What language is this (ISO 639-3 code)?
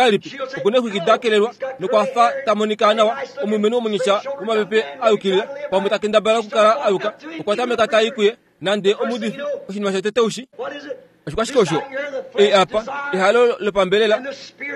kua